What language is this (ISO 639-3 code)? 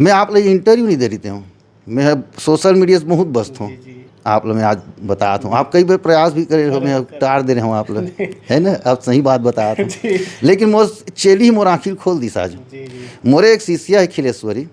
hne